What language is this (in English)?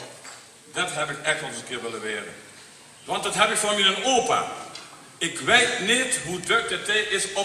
Limburgish